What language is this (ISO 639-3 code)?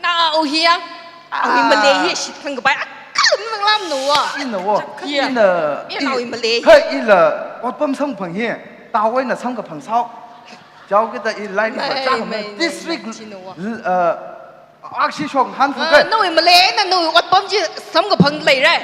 nmf